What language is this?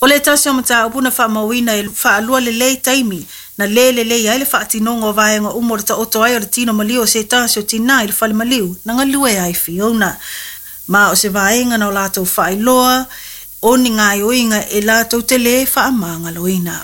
Samoan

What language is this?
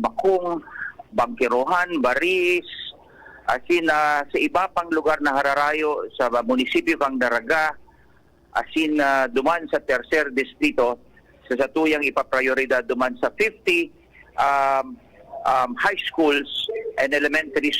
Bikol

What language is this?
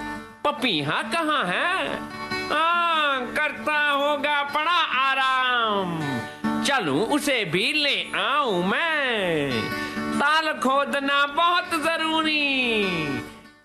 Hindi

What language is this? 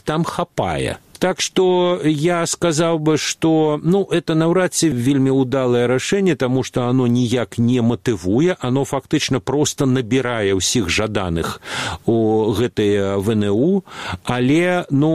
Belarusian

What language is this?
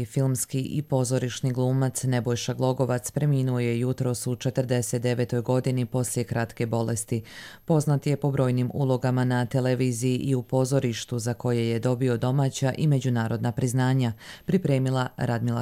Croatian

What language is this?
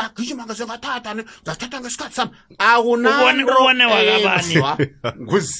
South Ndebele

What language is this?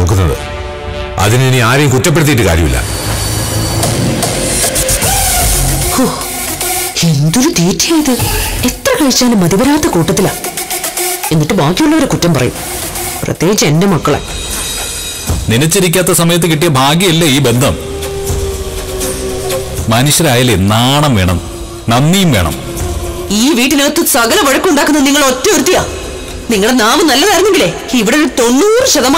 Malayalam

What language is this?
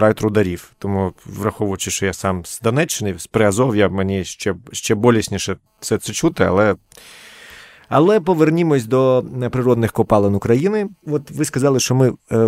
Ukrainian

